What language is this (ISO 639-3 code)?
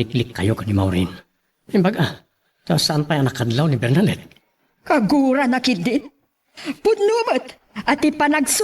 ilo